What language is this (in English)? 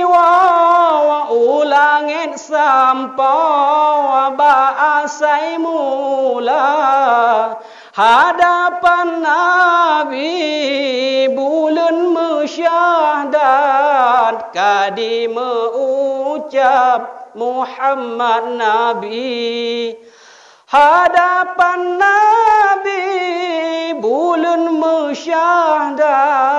Achinese